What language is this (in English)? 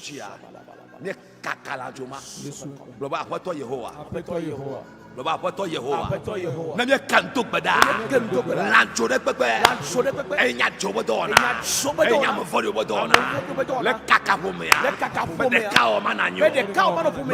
Ewe